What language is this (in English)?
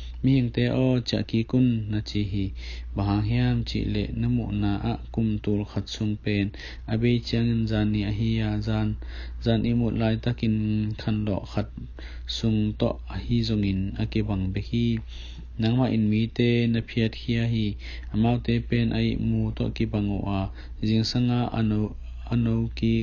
Tedim Chin